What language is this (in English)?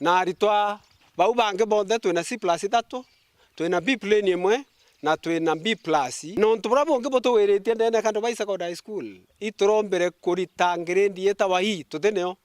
Meru